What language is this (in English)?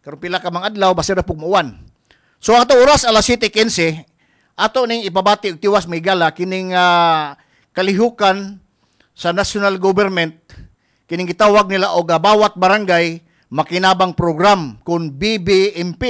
Cebuano